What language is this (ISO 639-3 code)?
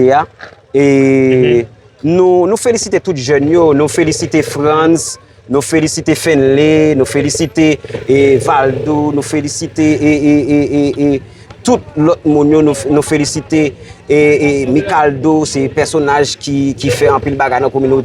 hat